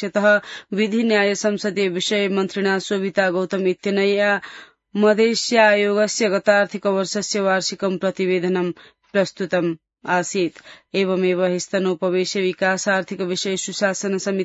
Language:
Sanskrit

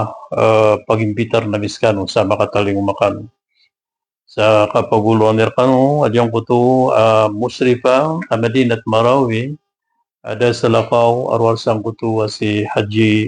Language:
Maranao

